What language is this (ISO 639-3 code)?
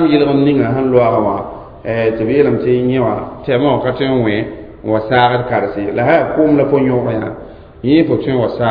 mos